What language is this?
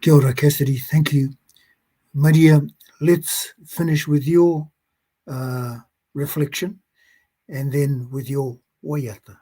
Māori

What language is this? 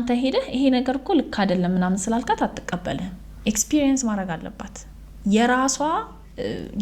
Amharic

